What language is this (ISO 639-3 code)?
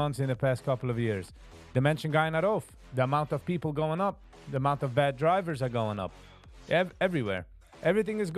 yid